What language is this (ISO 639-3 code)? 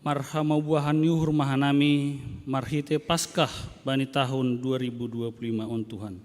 bts